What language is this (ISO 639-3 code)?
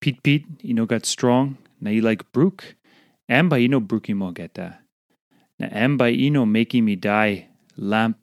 tpi